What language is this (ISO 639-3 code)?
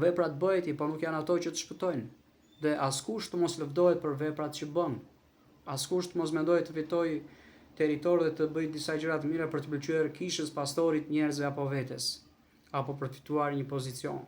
sqi